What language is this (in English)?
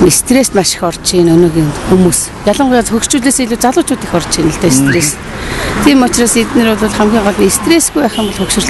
Mongolian